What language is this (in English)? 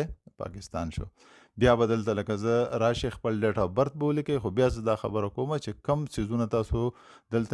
Pashto